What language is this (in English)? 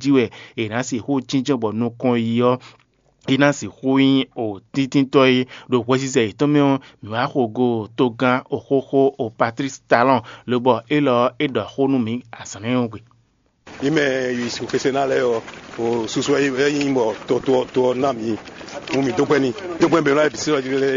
Fon